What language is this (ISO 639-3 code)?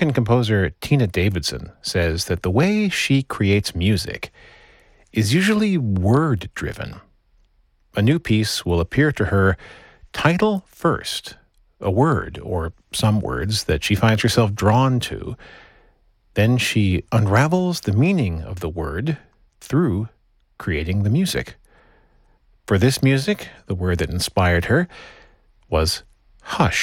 eng